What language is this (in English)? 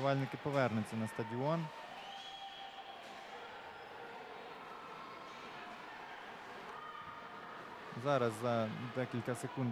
Ukrainian